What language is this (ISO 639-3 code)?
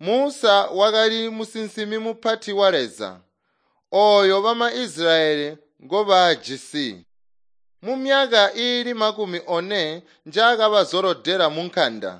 toi